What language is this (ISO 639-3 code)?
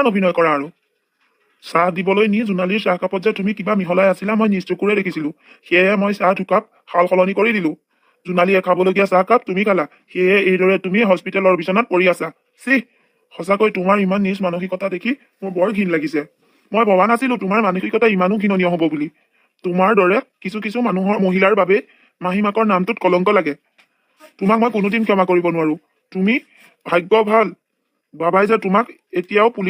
asm